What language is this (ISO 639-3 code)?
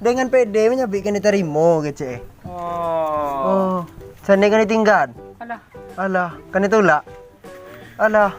min